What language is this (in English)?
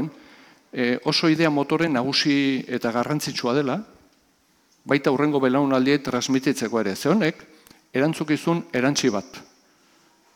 Basque